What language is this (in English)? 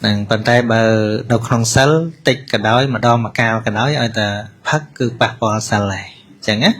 Khmer